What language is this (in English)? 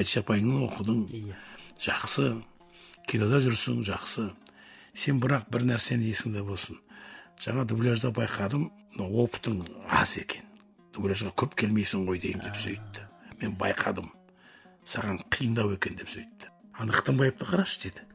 Kazakh